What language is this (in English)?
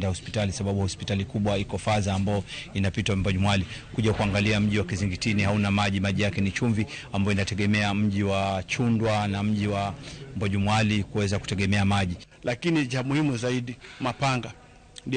Luo (Kenya and Tanzania)